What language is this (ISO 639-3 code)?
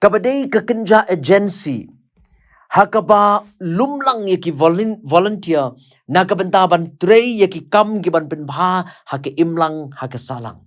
kha